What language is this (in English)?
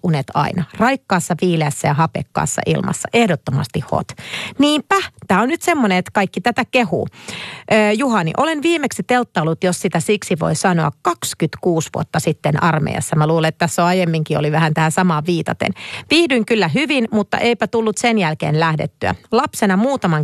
Finnish